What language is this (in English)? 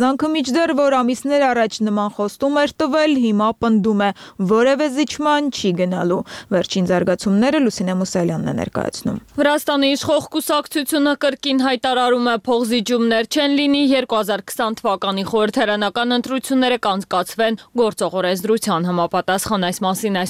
Armenian